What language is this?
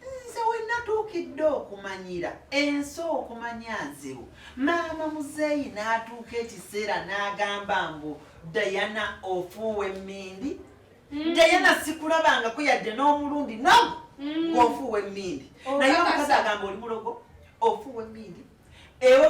Ganda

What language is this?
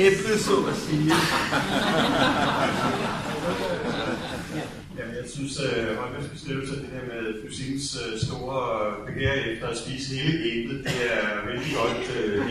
Danish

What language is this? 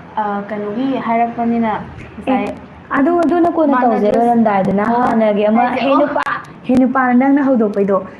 Manipuri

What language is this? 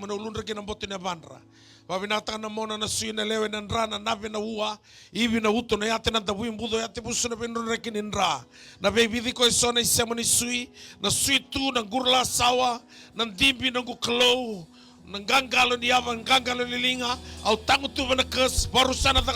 Fijian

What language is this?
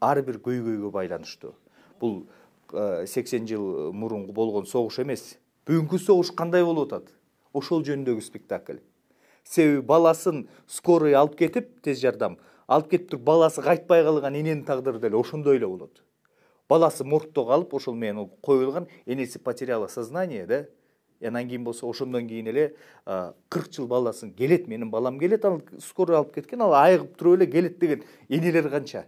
Kyrgyz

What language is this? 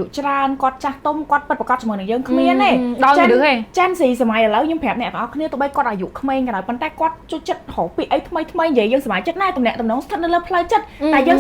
Khmer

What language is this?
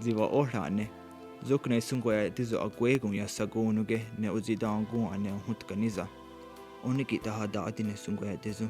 Mohawk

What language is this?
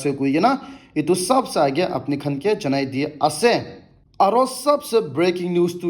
Naga Pidgin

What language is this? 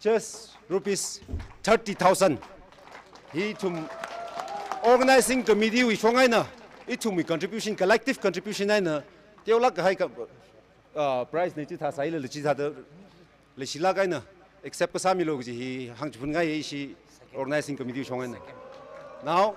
Tangkhul Naga (India)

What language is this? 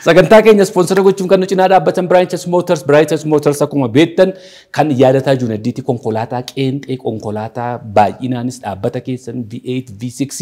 Oromo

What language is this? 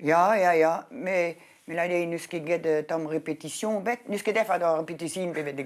Breton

